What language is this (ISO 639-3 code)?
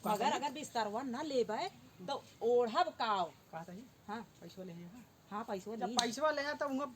awa